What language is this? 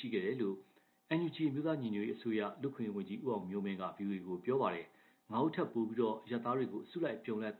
Burmese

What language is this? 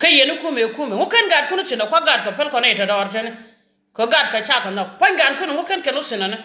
Nuer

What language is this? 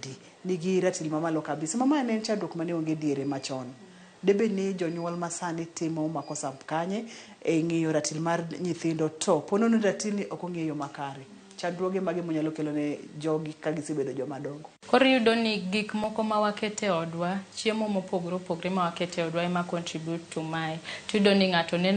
Luo (Kenya and Tanzania)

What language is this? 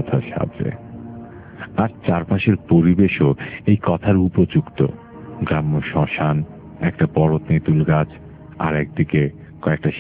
Bangla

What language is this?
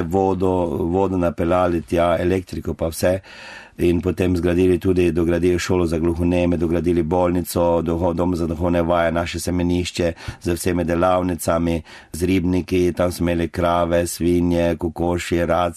Slovenian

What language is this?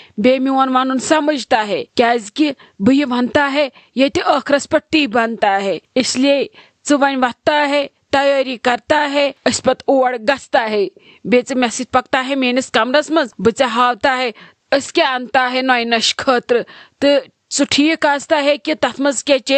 Kashmiri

